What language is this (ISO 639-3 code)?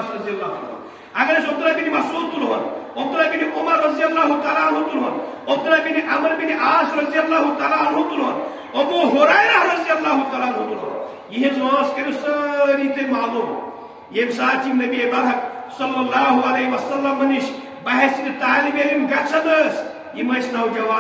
kas